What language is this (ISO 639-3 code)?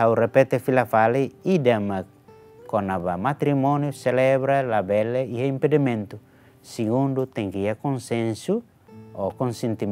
tet